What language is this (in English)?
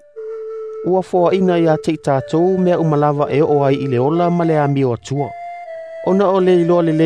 Samoan